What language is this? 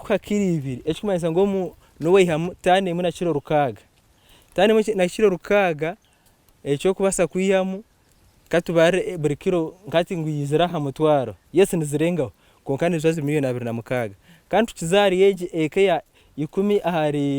Nyankole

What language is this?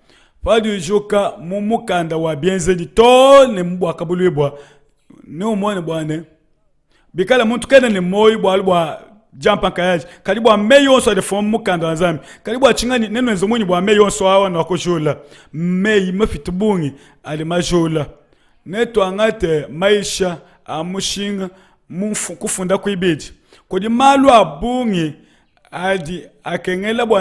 Luba-Lulua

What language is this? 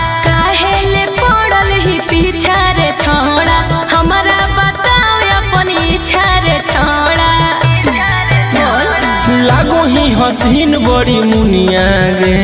Magahi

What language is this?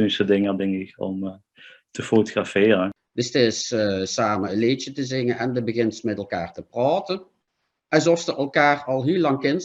Limburgish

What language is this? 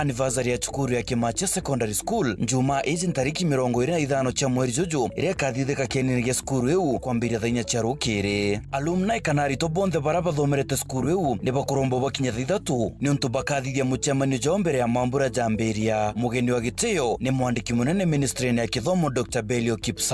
Meru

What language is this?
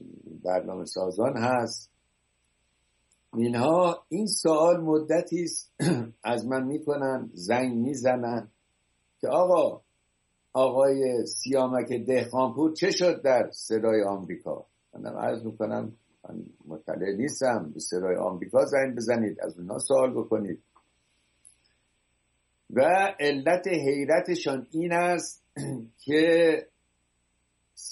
Persian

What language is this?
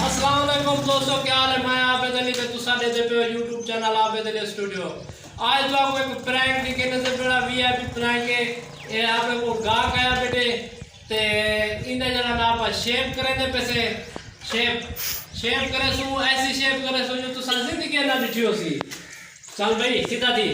Saraiki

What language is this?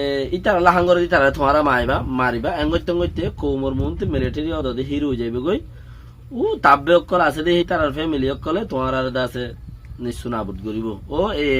Rohingya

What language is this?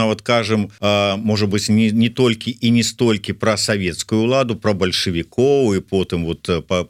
Belarusian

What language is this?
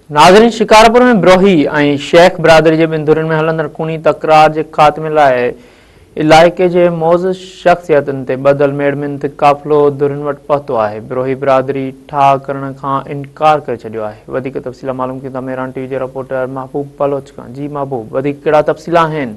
Sindhi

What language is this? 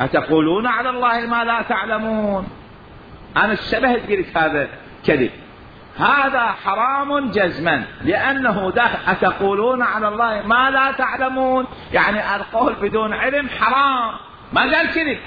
Mesopotamian Arabic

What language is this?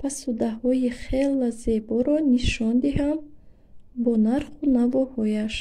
Tajik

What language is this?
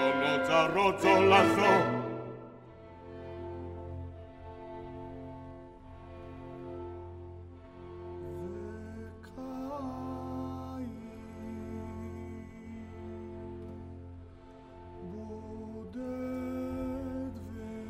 Hebrew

